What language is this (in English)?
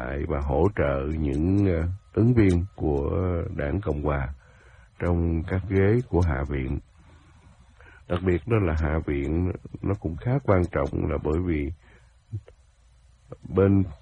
Vietnamese